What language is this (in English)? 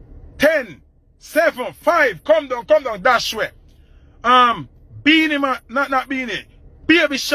Jamaican Creole English